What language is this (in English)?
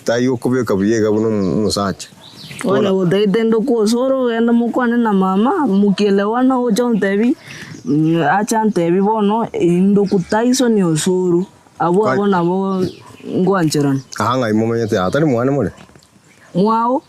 Gusii